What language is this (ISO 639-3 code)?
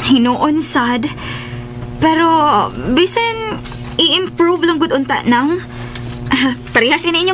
ceb